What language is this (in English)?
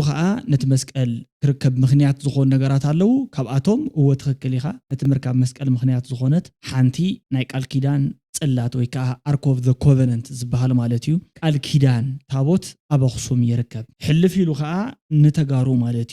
Tigrinya